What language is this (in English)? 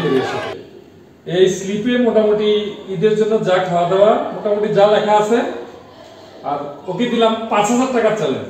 Bangla